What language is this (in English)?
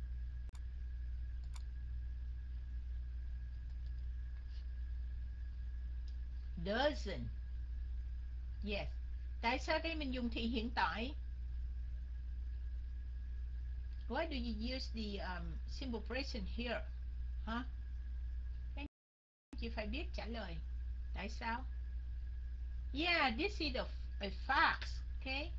Vietnamese